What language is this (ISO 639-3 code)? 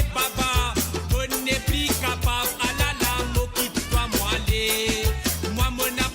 mfe